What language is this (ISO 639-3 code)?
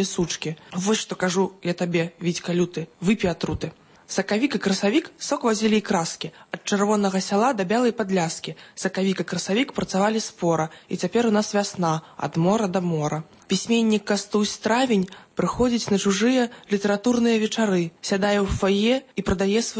bel